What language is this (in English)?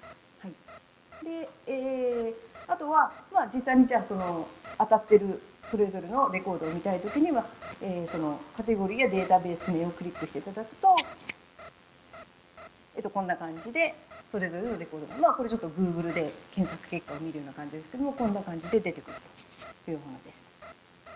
Japanese